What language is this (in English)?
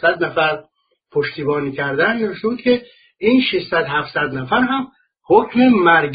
Persian